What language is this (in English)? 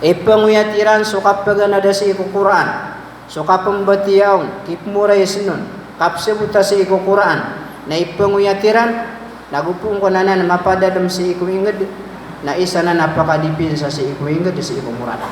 Maranao